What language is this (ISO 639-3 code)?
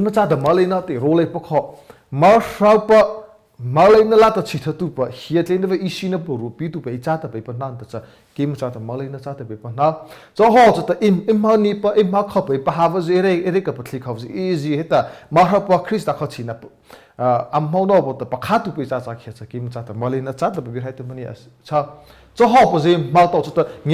mrh